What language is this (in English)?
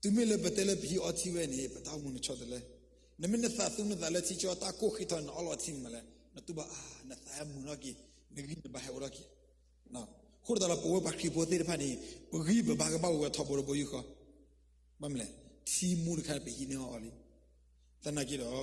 S'gaw Karen